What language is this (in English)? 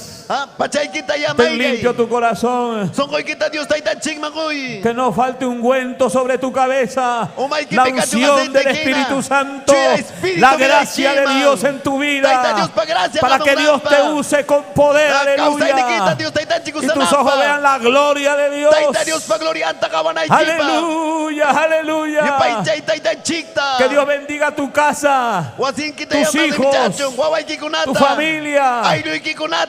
Ayacucho Quechua